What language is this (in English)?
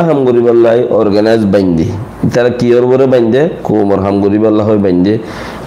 Rohingya